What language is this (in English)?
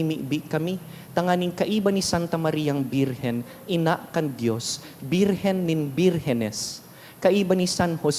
Bikol